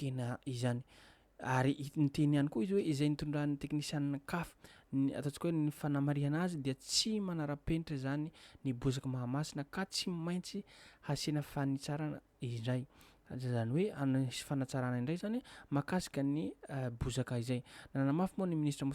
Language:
Malagasy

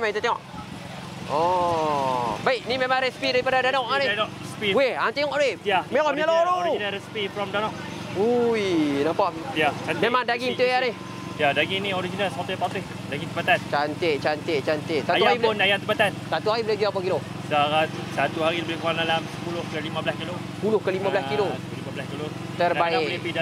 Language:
Malay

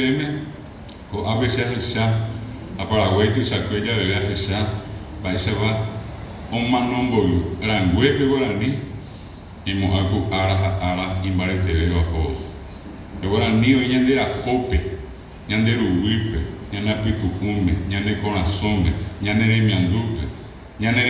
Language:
Guarani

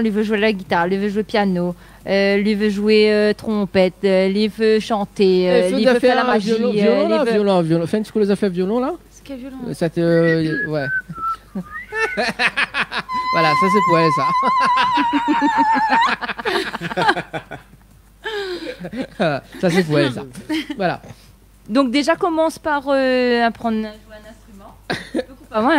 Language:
French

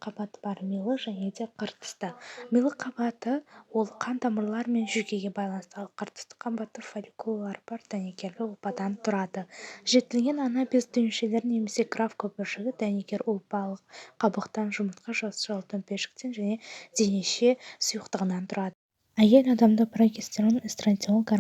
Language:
Kazakh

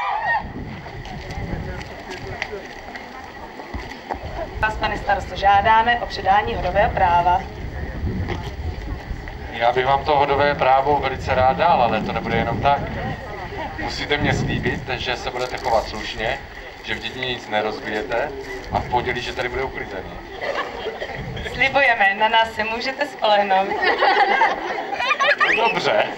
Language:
Czech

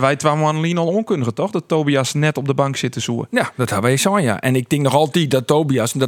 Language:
Western Frisian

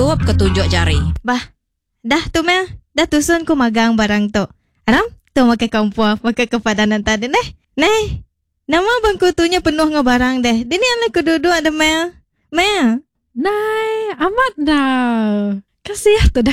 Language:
Iban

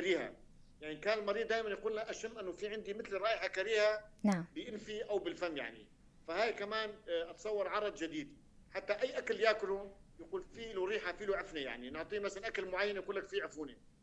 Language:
North Levantine Arabic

